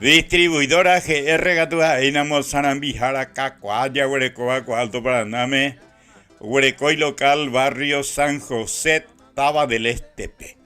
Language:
Guarani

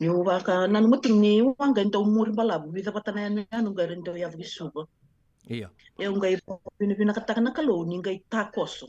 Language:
Fijian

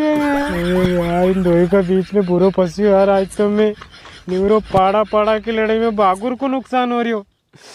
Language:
Rajasthani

